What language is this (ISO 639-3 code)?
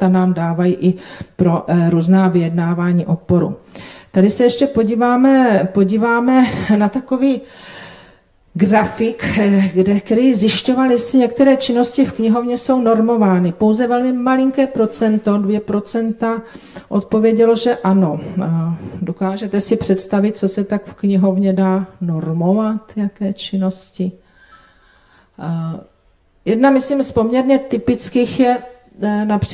ces